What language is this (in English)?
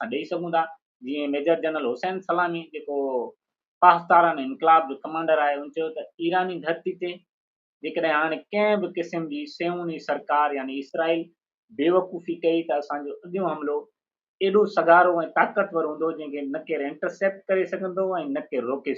Sindhi